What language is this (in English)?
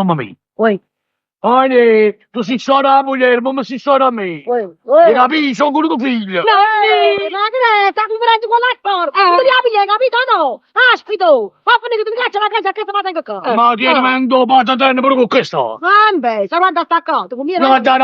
Neapolitan